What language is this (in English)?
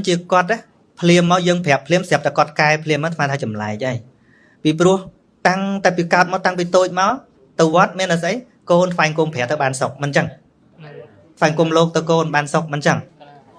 Khmer